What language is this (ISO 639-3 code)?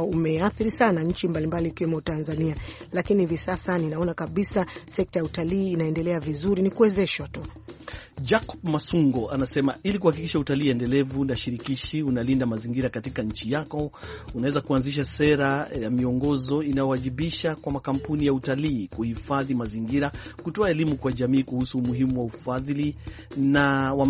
swa